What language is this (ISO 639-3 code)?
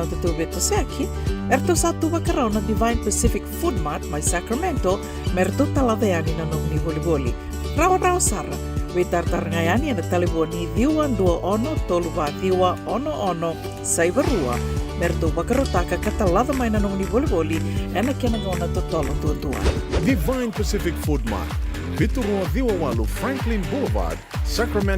fij